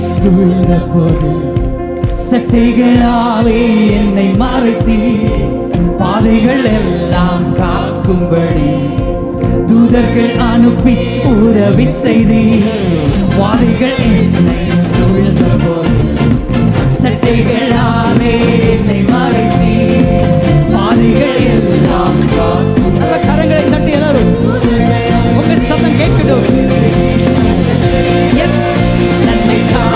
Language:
Tamil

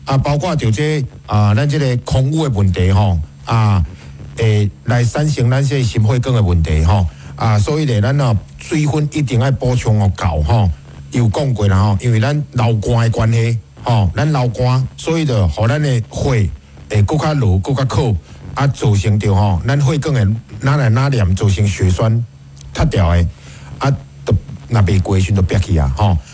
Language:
Min Nan Chinese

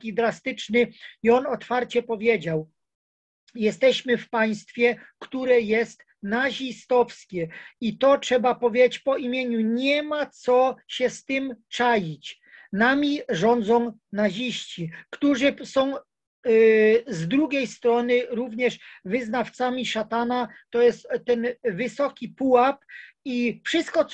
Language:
Polish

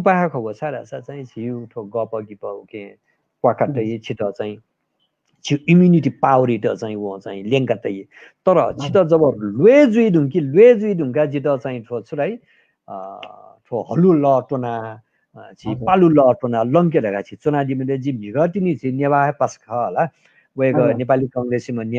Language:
Newari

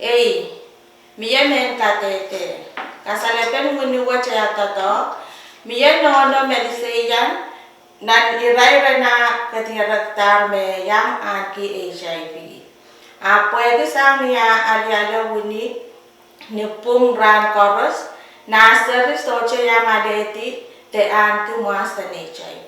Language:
Pohnpeian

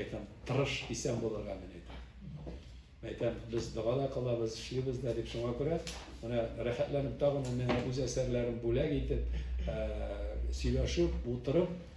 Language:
Tatar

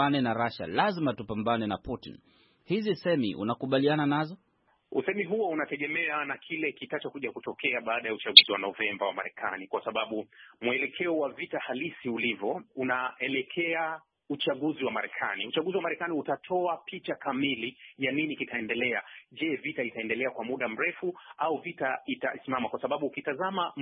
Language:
Swahili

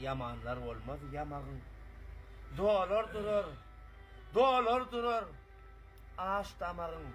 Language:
Turkmen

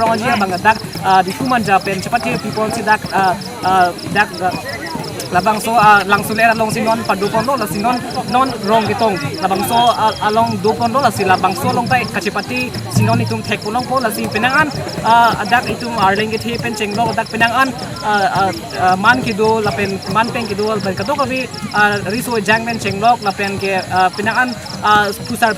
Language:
Karbi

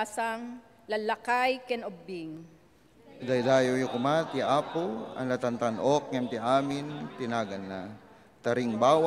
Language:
Iloko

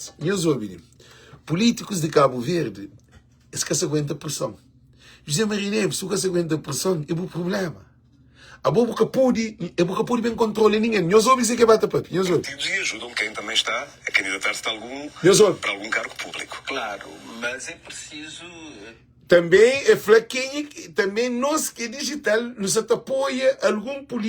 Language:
Kabuverdianu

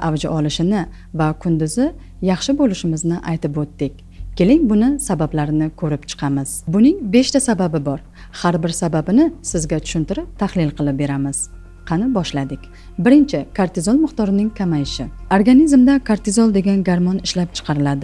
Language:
Uzbek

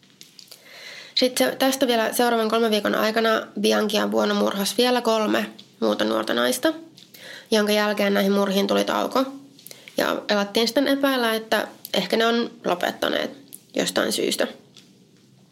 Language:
Finnish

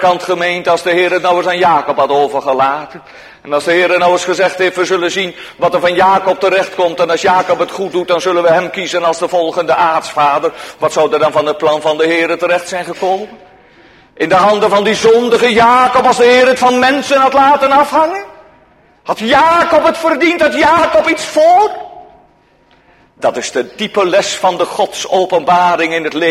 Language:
Dutch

